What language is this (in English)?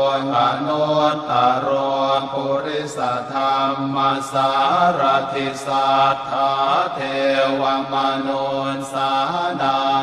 Pali